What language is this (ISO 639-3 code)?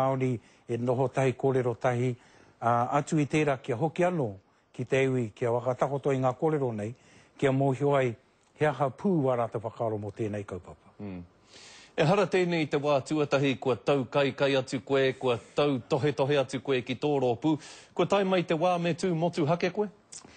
mri